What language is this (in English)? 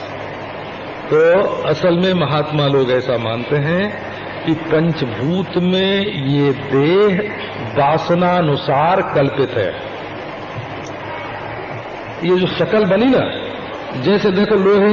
Hindi